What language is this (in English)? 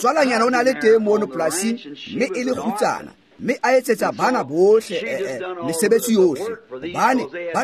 Tswana